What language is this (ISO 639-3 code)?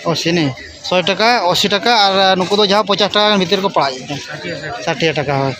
sat